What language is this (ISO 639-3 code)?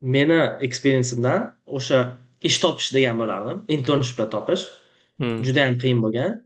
uzb